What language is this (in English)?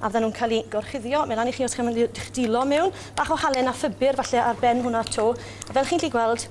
Welsh